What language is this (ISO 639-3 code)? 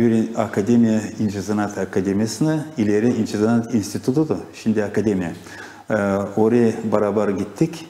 gag